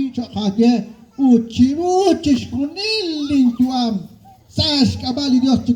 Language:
Kekchí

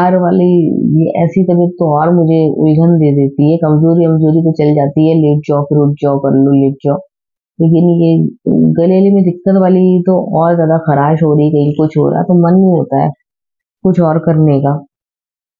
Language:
Hindi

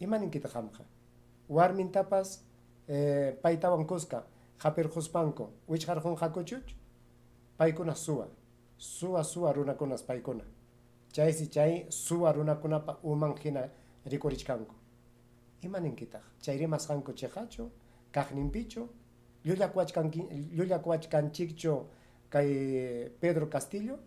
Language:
Ayacucho Quechua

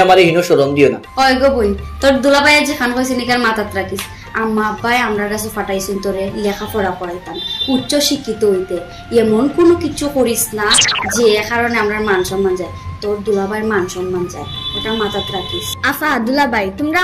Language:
Sylheti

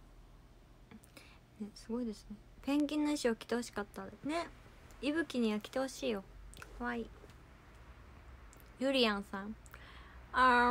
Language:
Japanese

